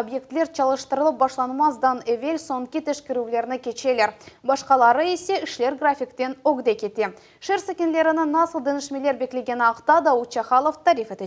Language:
Crimean Tatar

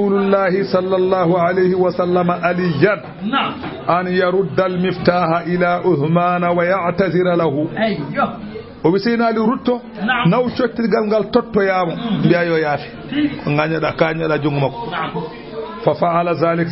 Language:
Fula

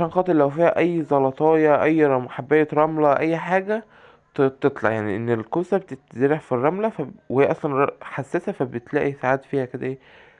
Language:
Egyptian Arabic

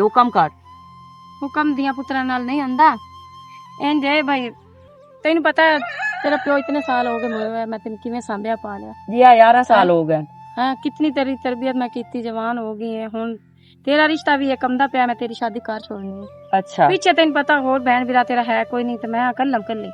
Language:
Western Panjabi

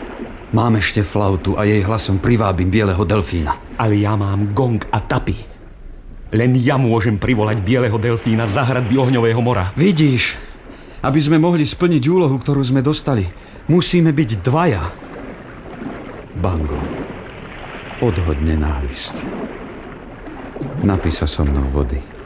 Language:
Slovak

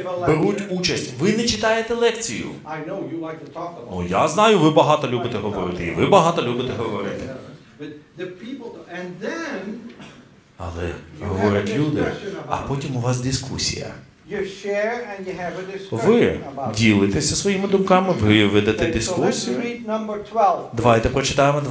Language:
Ukrainian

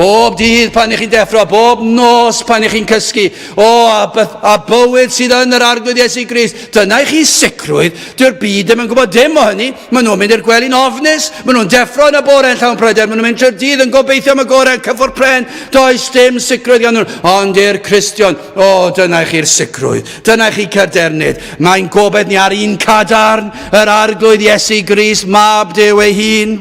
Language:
Welsh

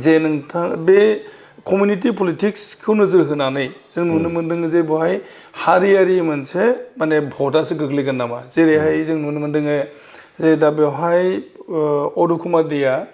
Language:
Bodo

